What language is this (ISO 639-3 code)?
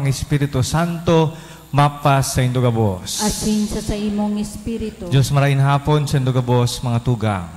bik